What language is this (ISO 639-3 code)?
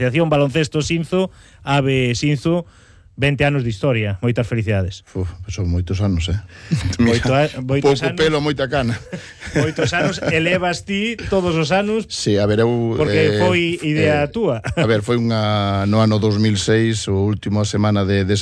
glg